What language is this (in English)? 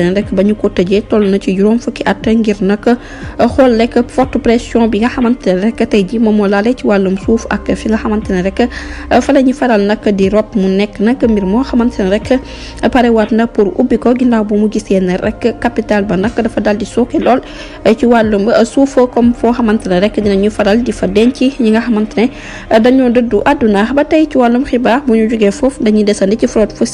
Wolof